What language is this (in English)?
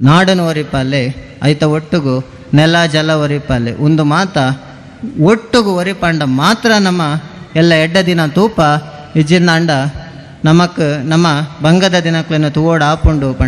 Tulu